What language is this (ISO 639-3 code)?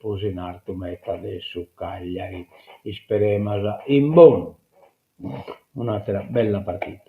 srd